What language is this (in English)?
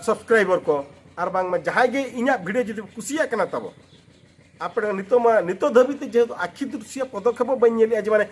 Santali